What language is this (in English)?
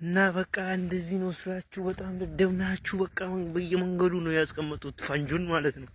Amharic